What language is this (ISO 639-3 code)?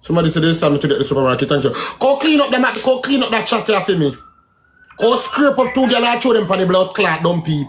jam